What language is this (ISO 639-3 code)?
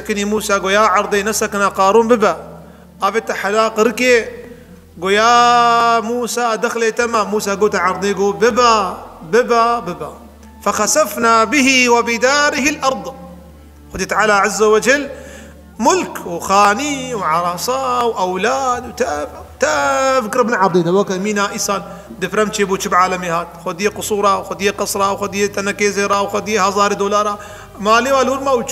kur